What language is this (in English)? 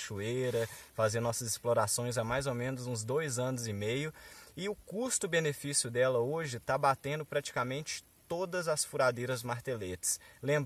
Portuguese